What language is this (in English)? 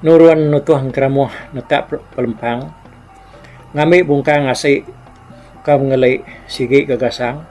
Iban